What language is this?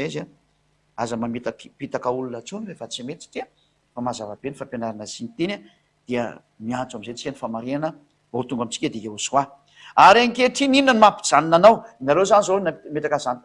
Malagasy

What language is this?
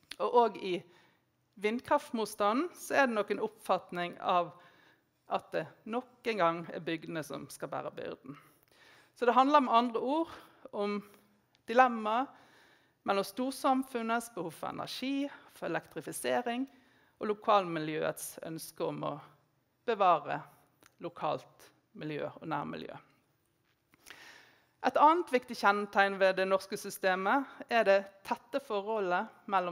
Norwegian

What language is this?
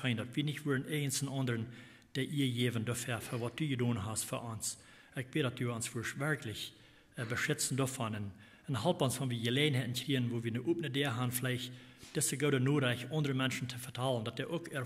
Plautdietsch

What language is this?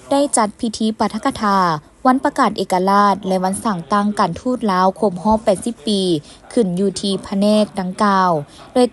Lao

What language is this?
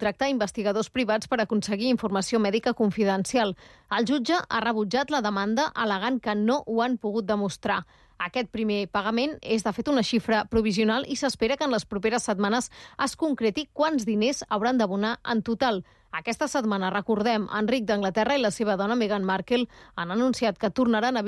Catalan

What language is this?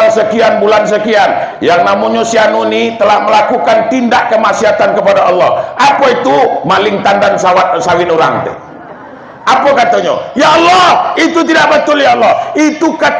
Minangkabau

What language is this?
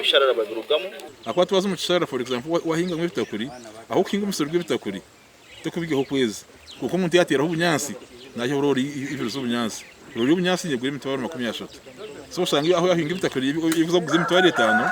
Nyankole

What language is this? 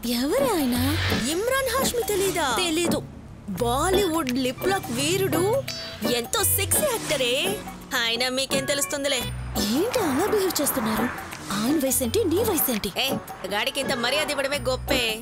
Telugu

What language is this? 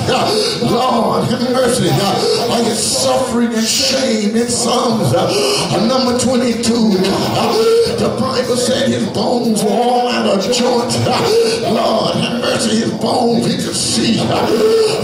English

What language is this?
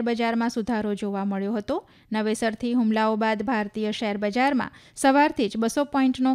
Gujarati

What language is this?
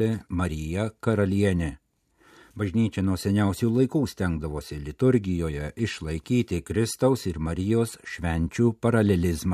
Lithuanian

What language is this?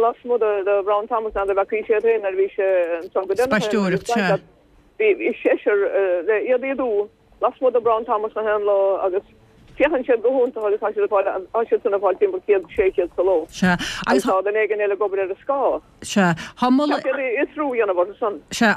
Irish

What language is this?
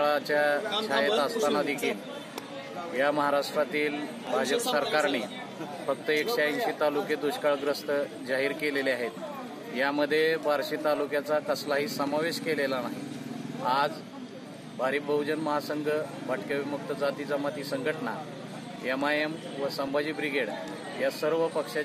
Marathi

